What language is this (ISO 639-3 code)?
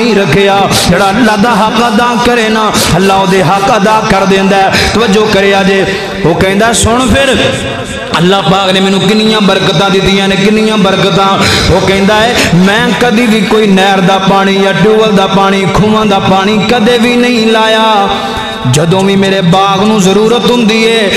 lah